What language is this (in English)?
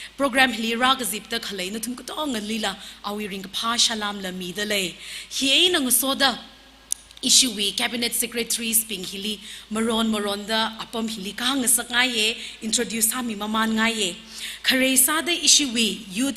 Tangkhul Naga (India)